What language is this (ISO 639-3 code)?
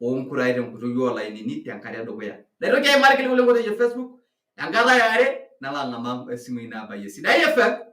mas